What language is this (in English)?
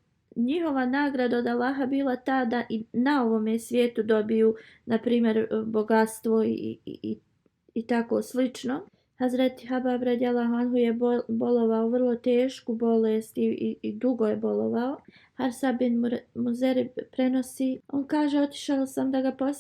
Bosnian